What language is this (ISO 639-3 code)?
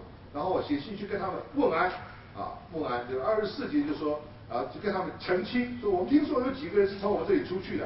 zho